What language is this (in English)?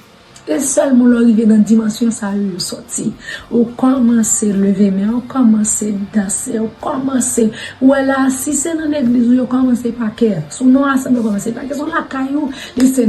Haitian Creole